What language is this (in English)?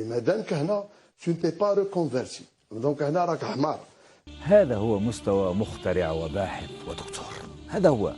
Algerian Arabic